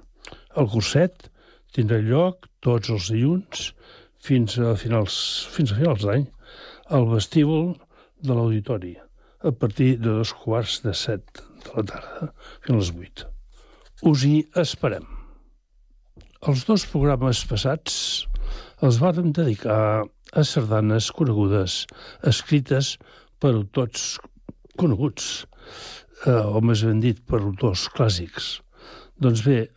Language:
Catalan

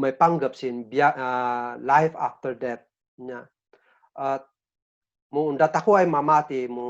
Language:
Kankanaey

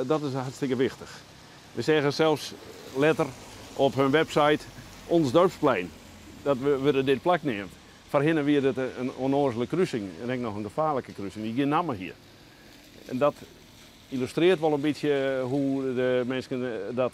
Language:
Western Frisian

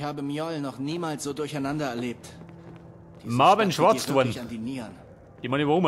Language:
Bavarian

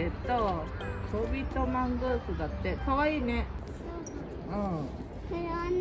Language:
Japanese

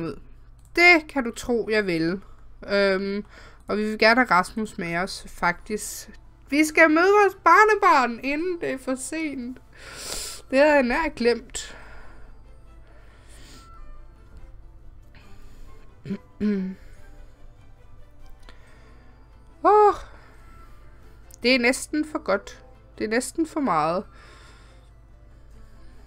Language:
Danish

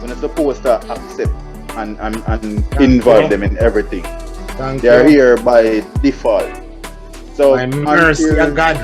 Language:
Jamaican Creole English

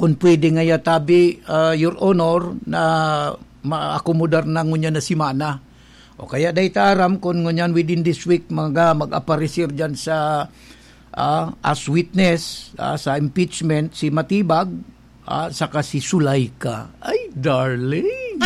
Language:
Bikol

